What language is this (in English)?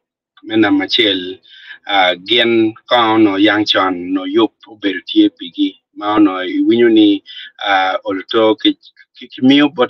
Acoli